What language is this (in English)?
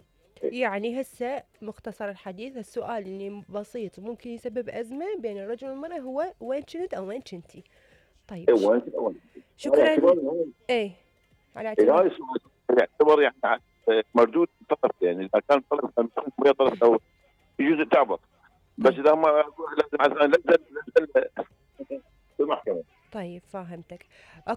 Mesopotamian Arabic